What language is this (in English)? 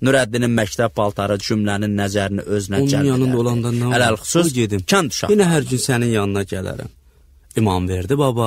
Azerbaijani